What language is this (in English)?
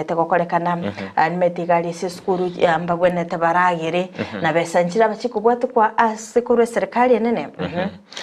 Gusii